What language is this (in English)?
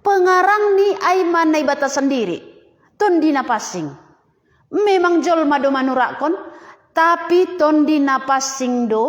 Batak Simalungun